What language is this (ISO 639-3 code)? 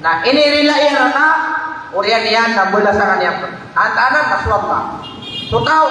mrw